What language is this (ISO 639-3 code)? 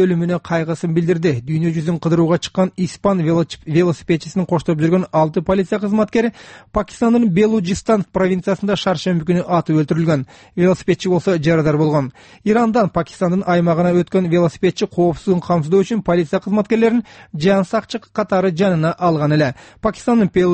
kir